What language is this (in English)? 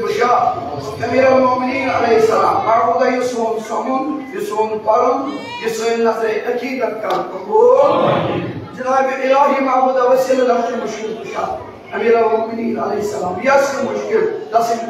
Kashmiri